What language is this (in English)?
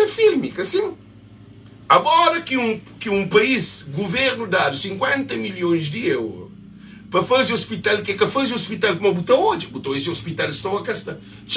Kabuverdianu